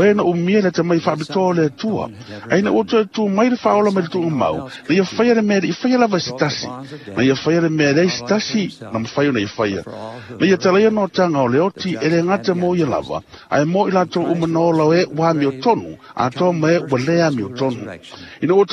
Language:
Samoan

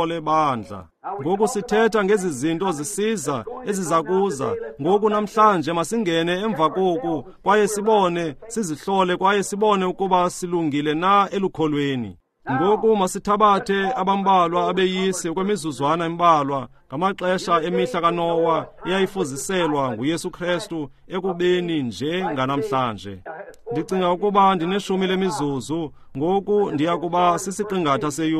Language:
Xhosa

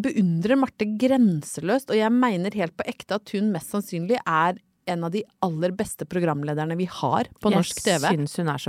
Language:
Norwegian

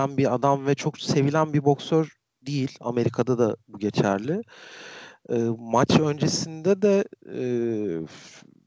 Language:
Turkish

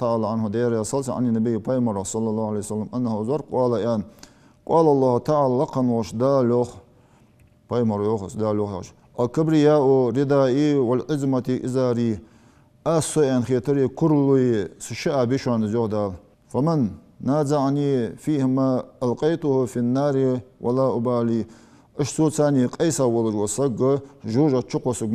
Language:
Ingush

